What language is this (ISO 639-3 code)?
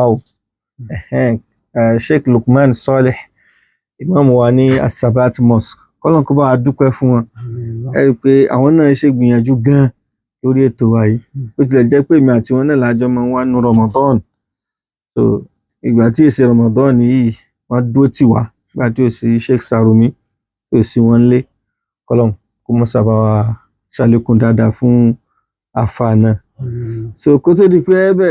yor